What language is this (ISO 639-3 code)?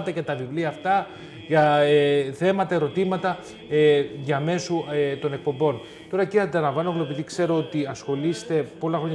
ell